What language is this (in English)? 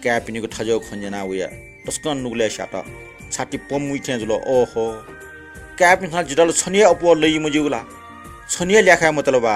Newari